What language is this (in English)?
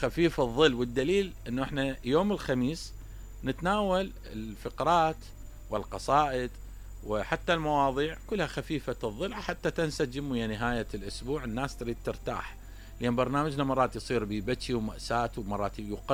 Mesopotamian Arabic